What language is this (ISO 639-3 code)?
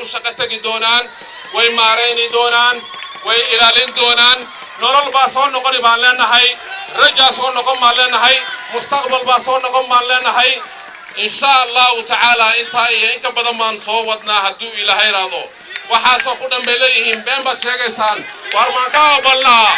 som